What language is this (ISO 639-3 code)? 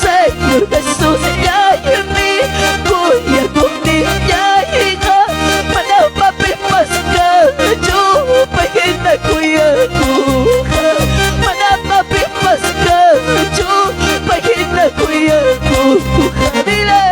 quy